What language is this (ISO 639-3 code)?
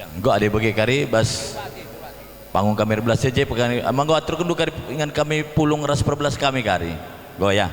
btx